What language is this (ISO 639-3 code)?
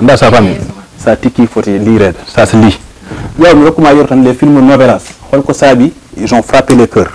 ful